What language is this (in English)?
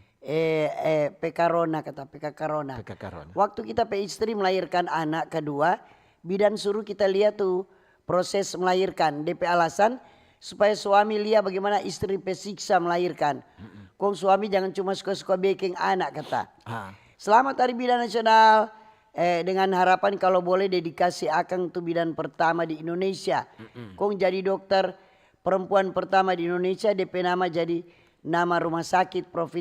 Manado Malay